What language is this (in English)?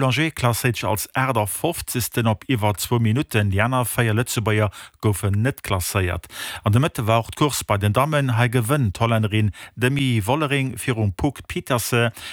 Luxembourgish